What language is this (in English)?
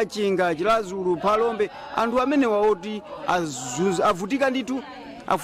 Nyanja